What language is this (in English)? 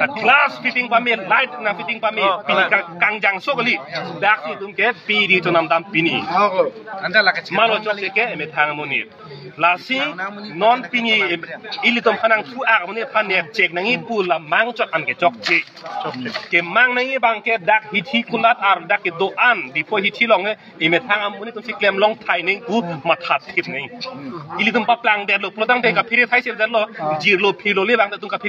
Karbi